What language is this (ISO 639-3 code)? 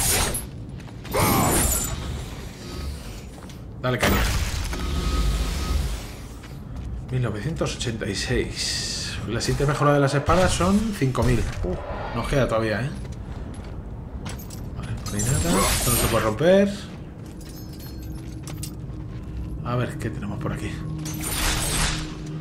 spa